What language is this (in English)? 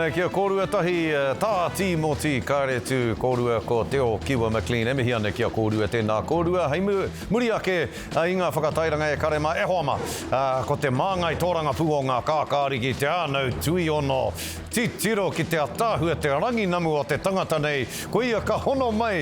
Māori